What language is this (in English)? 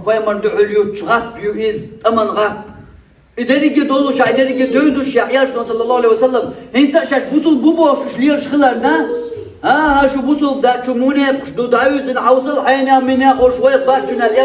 Chechen